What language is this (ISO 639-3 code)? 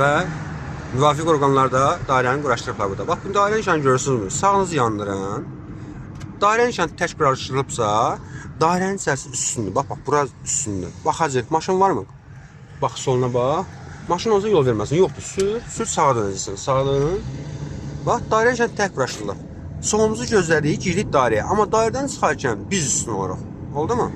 aze